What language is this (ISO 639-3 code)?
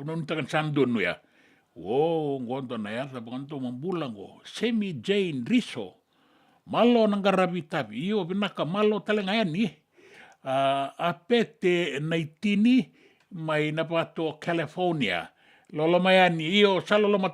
fij